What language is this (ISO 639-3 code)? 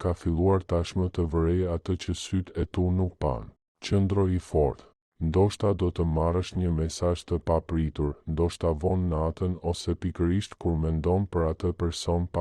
sqi